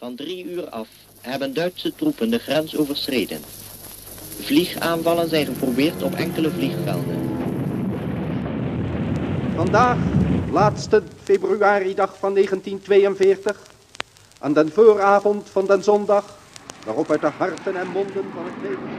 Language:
Dutch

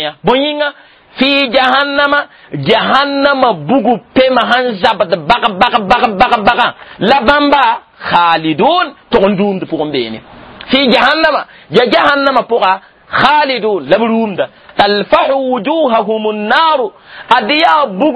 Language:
Mossi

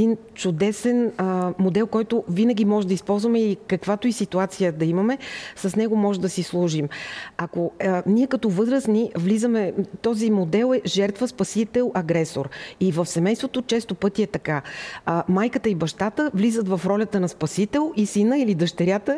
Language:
Bulgarian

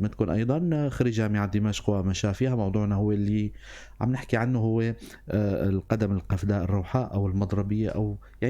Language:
North Levantine Arabic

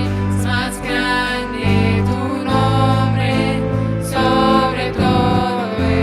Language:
Plautdietsch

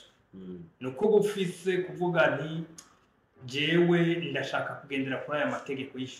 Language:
Rundi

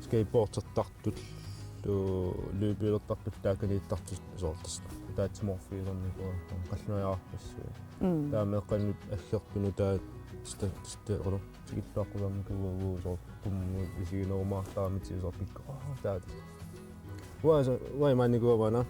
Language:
Kalaallisut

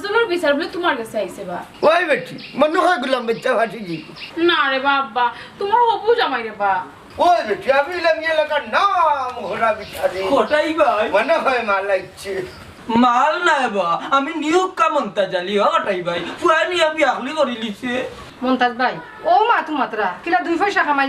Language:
Sylheti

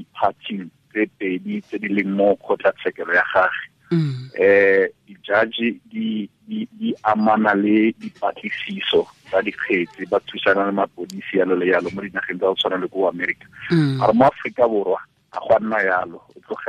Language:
Tswana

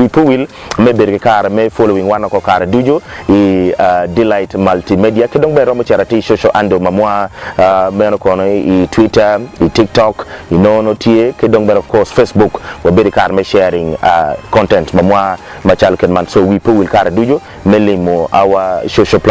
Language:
Acoli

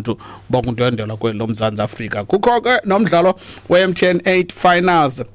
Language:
Xhosa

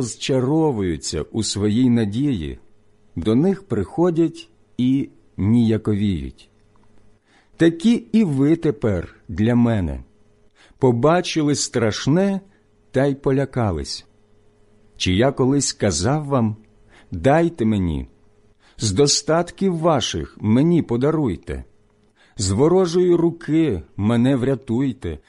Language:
Ukrainian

